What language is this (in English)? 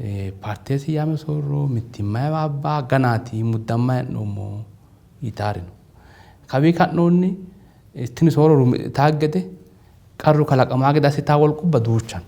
Sidamo